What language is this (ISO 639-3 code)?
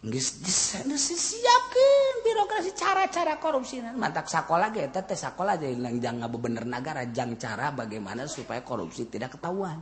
sun